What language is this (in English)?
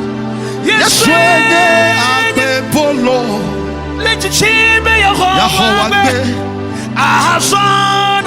Ewe